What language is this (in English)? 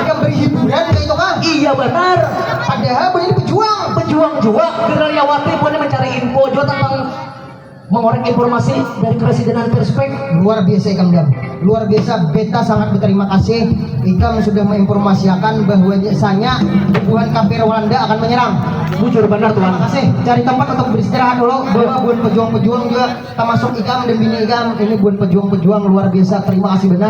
Banjar